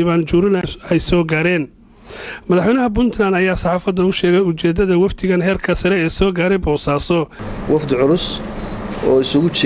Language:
Somali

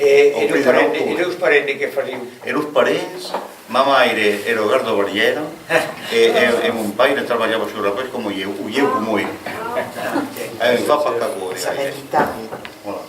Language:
Occitan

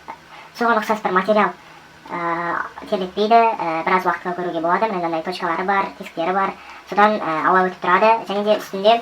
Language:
Kazakh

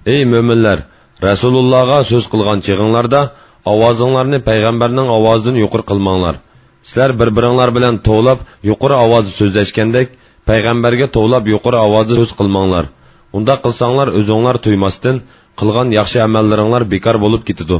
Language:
Uyghur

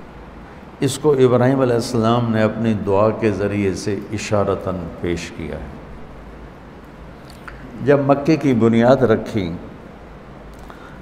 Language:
Urdu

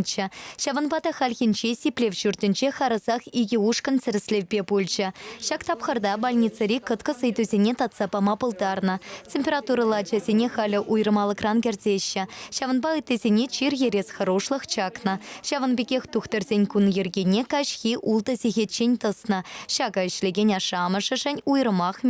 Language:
Chuvash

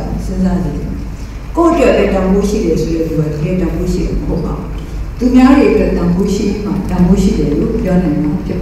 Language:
Burmese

